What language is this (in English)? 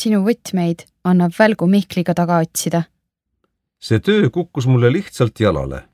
Estonian